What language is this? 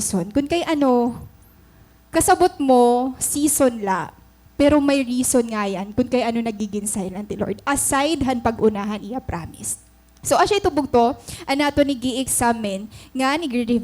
Waray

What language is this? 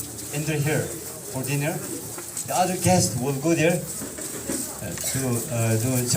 Yimchungru Naga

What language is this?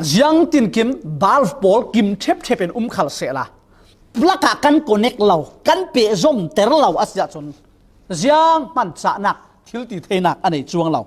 Falam Chin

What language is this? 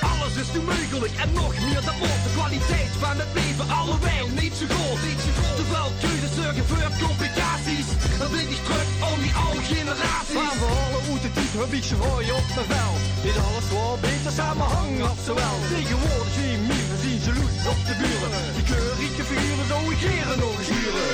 Limburgish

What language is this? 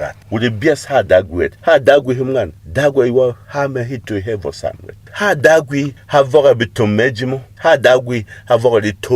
Berom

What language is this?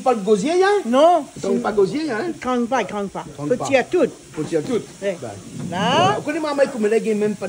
Réunion Creole French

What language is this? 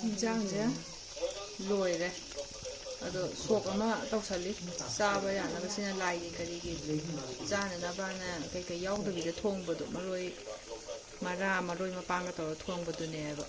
Manipuri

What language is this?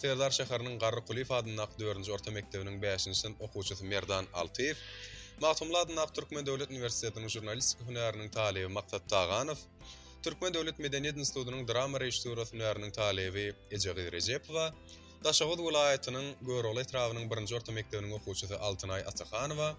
Turkmen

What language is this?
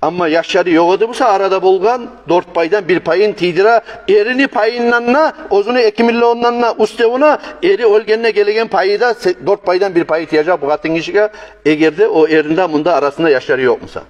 Kumyk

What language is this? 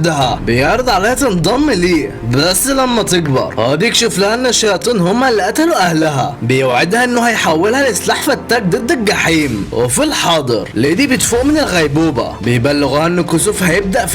Egyptian Arabic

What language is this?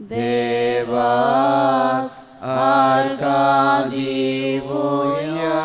Konkani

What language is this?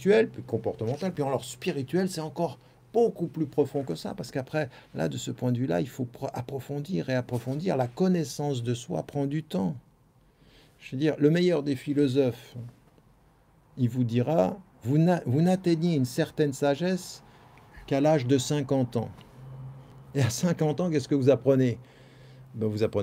French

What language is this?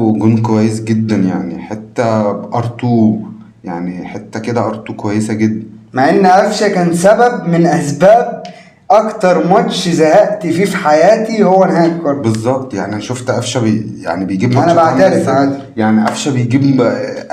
Egyptian Arabic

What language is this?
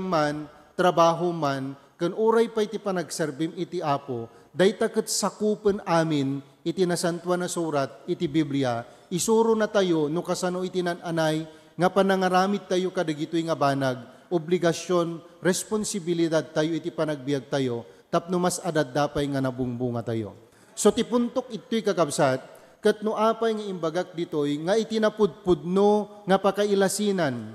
Iloko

